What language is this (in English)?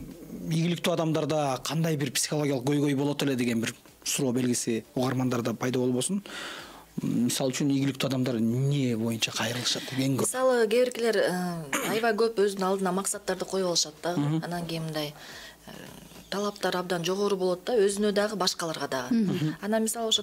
Kyrgyz